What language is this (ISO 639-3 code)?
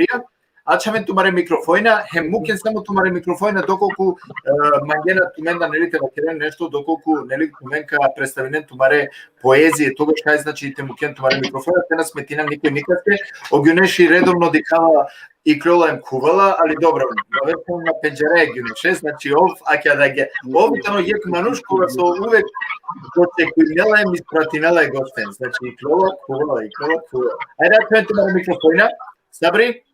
rmn